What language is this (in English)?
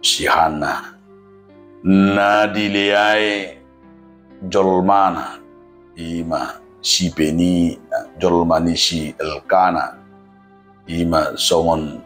Batak Toba